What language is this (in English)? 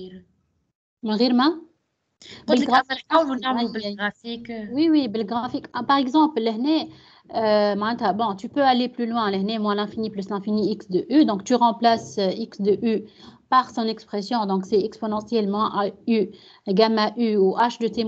Tunisian Arabic